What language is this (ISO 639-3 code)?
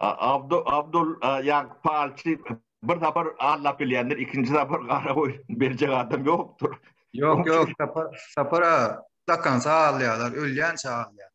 tuk